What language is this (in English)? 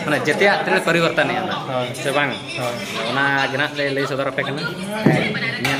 Santali